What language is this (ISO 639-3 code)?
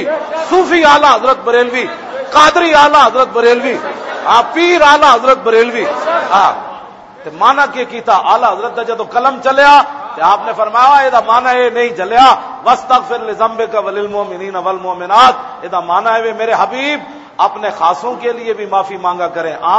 lah